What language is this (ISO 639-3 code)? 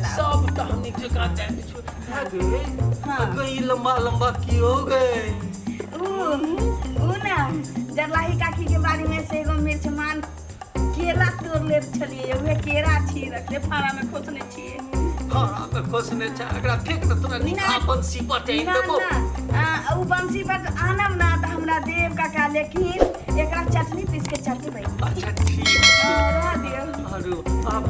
mai